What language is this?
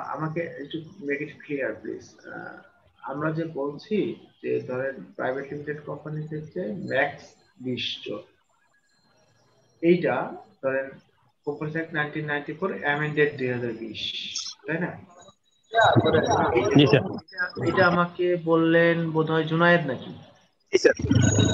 Bangla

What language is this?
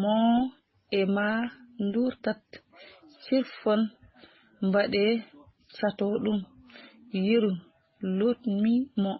Fula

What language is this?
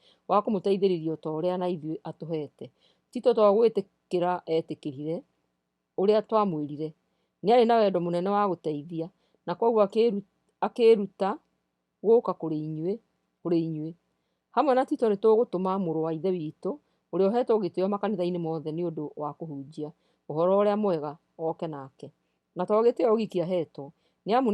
Kikuyu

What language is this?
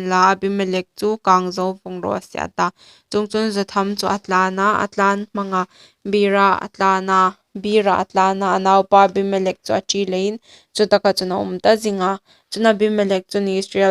Hmar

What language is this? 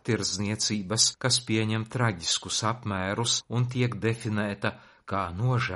Latvian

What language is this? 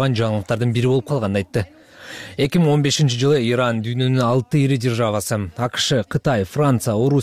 Kyrgyz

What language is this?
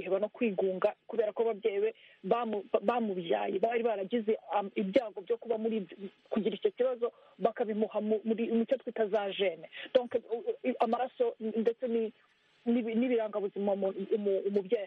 Kinyarwanda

